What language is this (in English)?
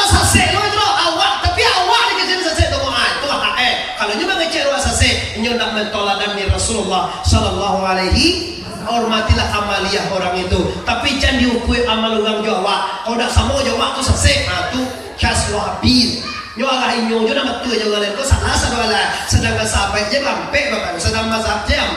Minangkabau